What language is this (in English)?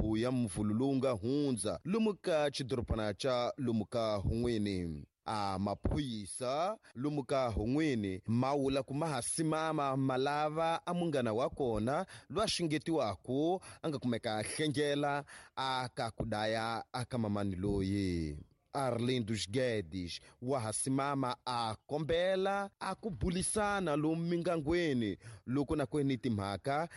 Tsonga